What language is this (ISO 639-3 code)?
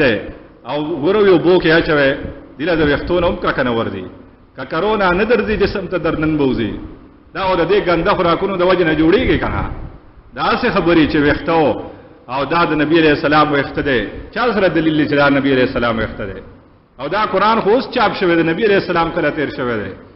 pus